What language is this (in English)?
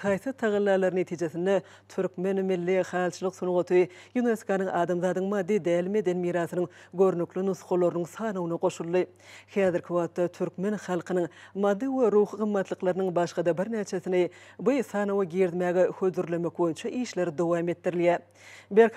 Turkmen